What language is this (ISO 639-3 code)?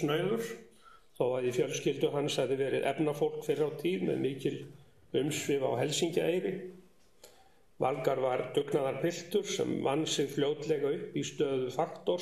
isl